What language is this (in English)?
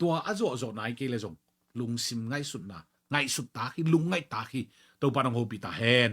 Tedim Chin